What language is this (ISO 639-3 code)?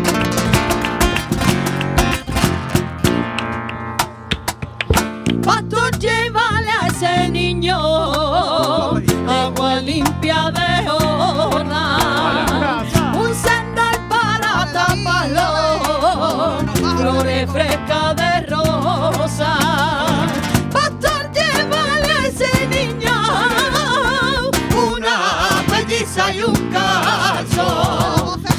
spa